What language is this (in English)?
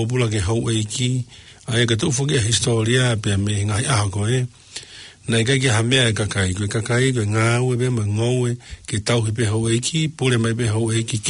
Tongan